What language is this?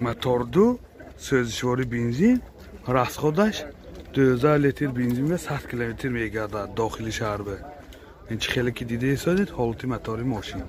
Tajik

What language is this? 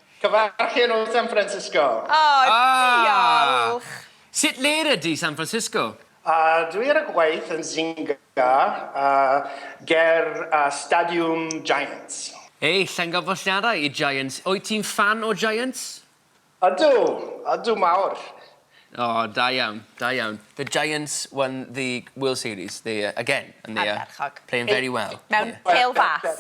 Welsh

